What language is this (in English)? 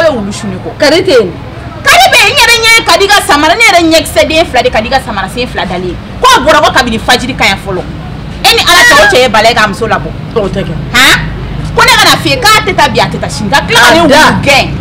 Bambara